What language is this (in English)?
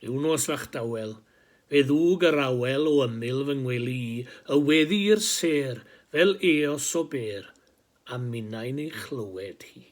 Welsh